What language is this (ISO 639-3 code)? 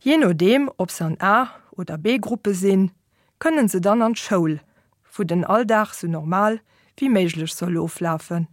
ltz